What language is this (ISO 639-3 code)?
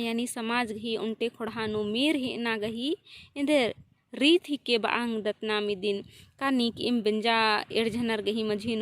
kru